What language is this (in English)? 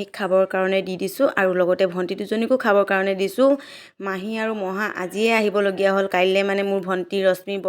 Assamese